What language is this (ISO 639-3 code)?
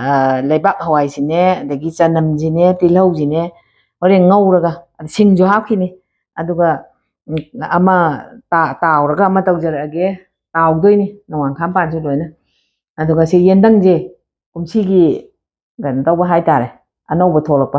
mni